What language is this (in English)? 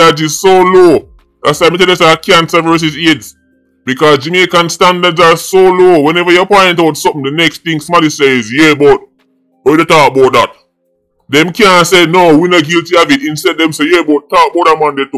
Jamaican Creole English